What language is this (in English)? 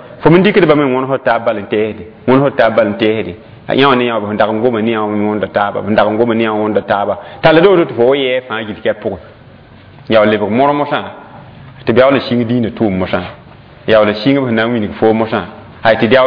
Mossi